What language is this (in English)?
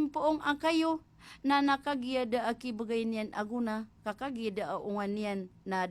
Maranao